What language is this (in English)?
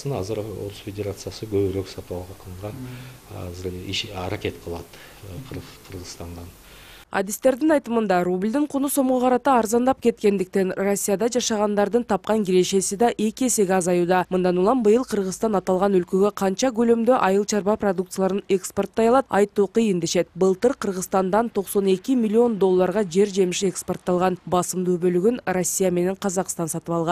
Kyrgyz